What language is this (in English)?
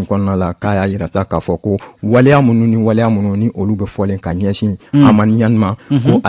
Bambara